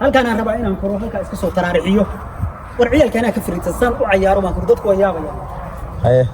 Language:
Somali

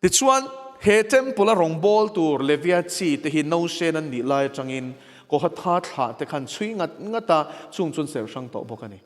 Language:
Mizo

